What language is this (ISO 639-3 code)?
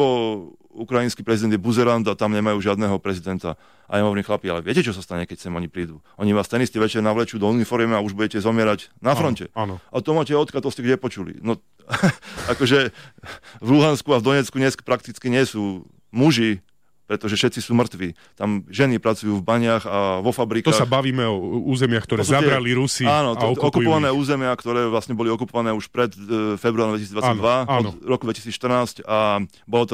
slk